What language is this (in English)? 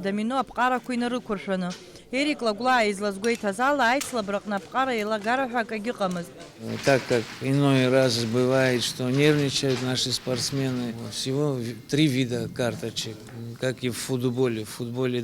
Abkhazian